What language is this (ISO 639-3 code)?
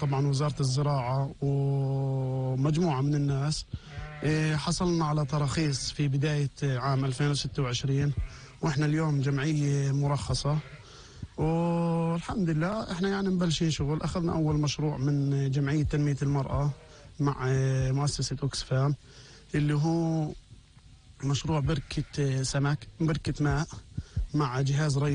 apc